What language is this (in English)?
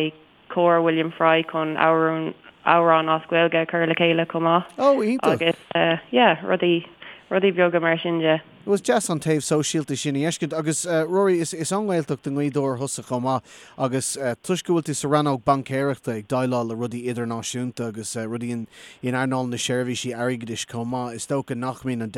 Irish